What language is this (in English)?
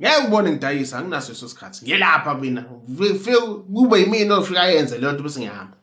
Zulu